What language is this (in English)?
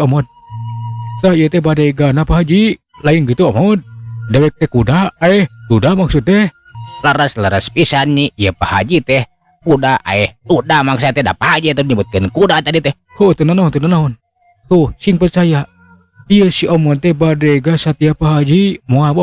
Sundanese